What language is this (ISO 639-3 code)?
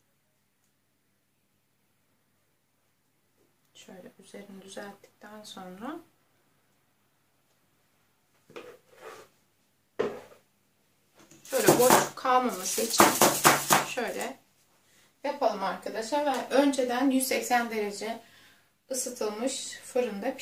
tur